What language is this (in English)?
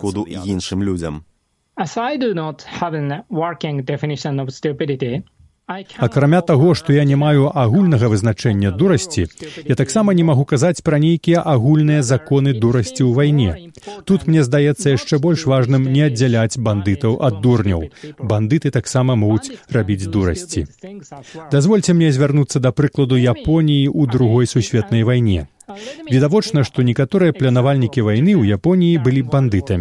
Belarusian